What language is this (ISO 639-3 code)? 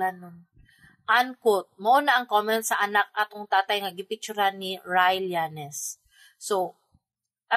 ceb